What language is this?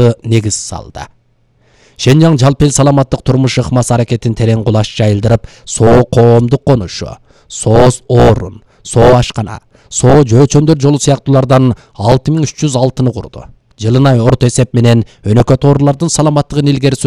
Kyrgyz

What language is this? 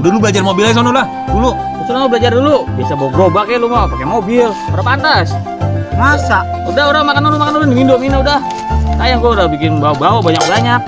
Betawi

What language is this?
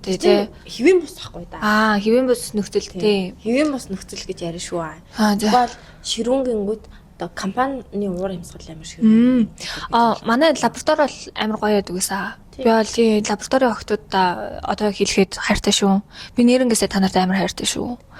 Mongolian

